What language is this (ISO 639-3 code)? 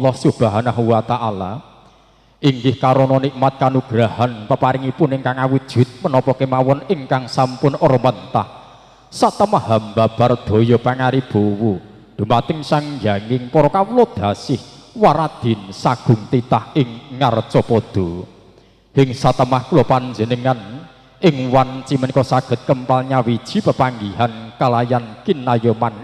jav